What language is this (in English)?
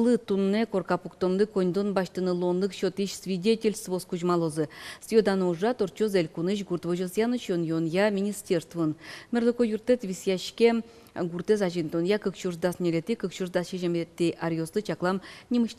Udmurt